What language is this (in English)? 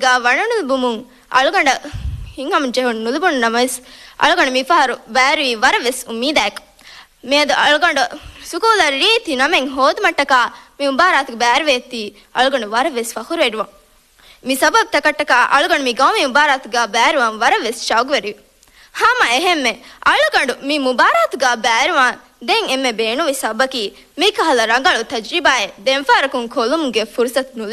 Divehi